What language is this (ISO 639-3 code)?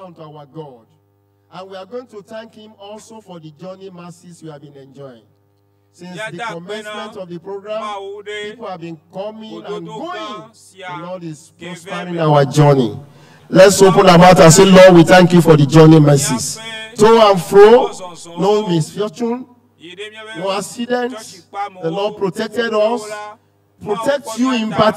ewe